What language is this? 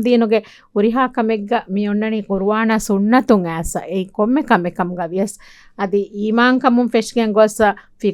Divehi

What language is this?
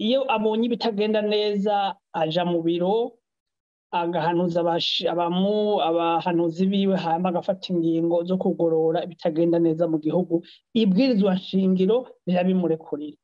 Rundi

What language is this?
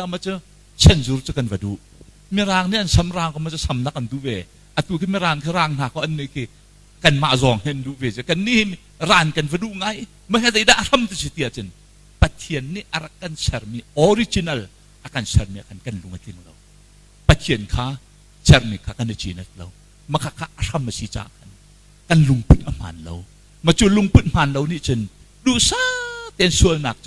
Hakha Chin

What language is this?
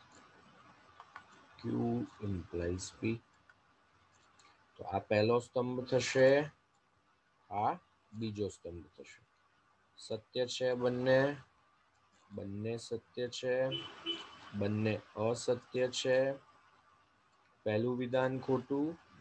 Gujarati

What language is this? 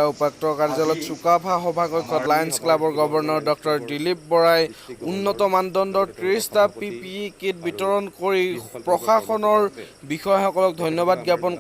Assamese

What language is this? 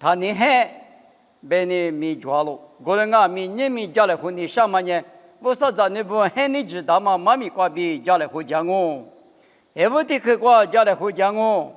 Lisu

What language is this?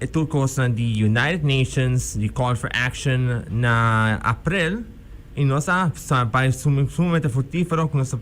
Papiamento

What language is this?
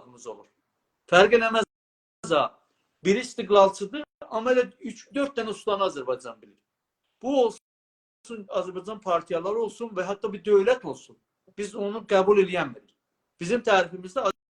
South Azerbaijani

